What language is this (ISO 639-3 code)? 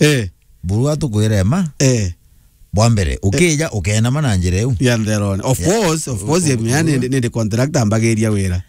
mer